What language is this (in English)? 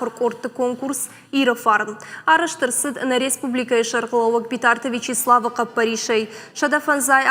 Ossetic